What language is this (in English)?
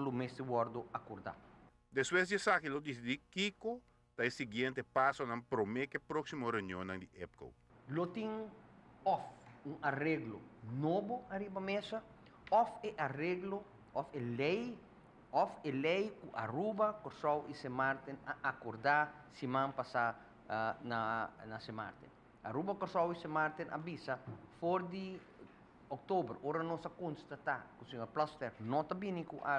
Papiamento